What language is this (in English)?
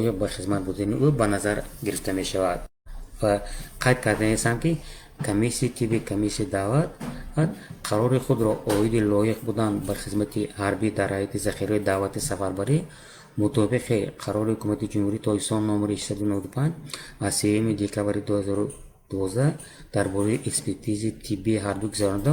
Tajik